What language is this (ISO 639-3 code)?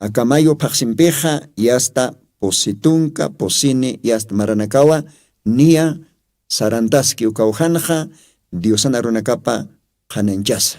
aym